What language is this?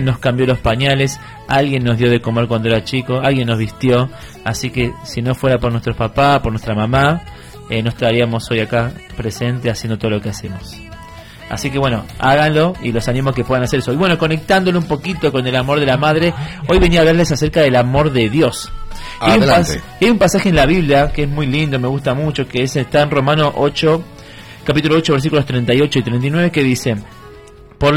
Spanish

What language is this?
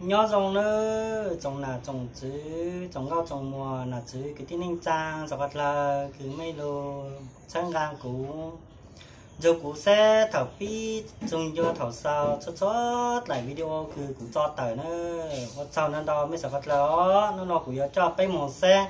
Hmong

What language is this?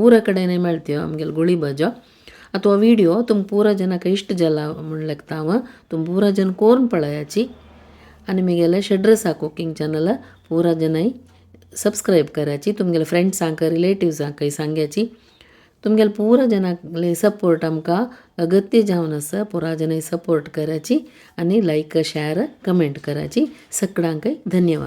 Konkani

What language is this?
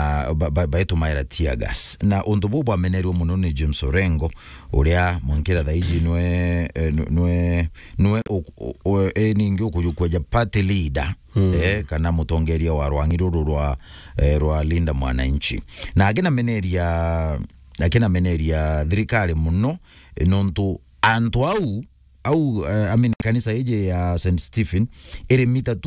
Meru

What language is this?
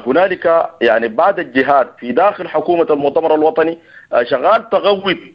Sudanese Arabic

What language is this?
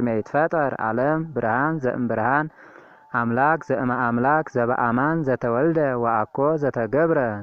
Geez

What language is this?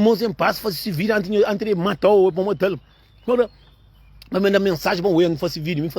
Kabuverdianu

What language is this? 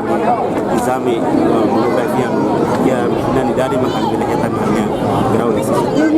Tetum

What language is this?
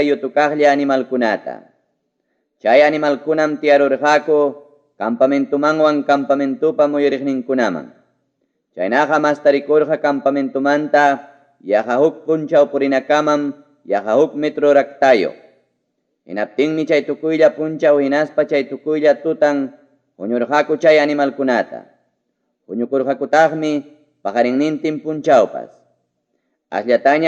Ayacucho Quechua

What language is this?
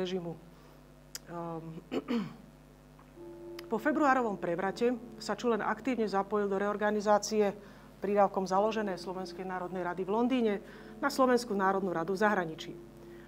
Slovak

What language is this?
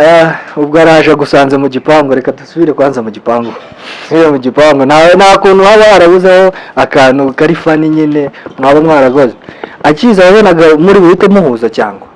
Kinyarwanda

